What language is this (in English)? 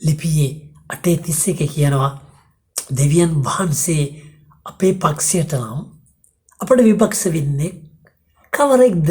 Sinhala